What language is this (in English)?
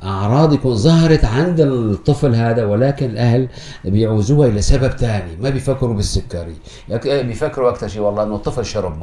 North Levantine Arabic